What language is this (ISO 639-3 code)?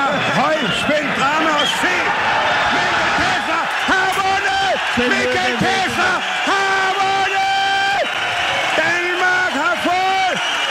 dan